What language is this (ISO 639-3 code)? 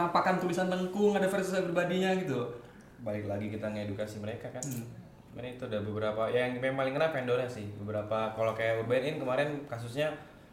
ind